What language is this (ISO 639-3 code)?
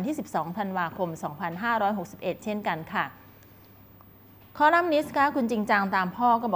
tha